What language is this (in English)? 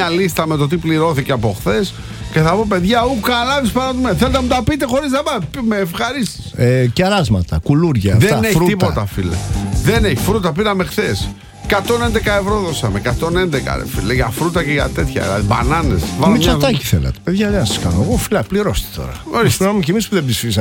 Greek